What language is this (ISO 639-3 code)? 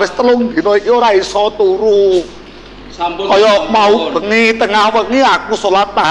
jav